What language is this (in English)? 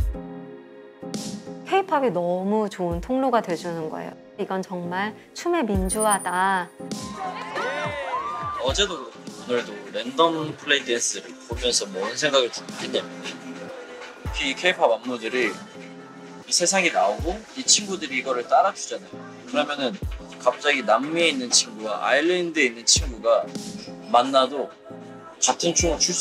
Korean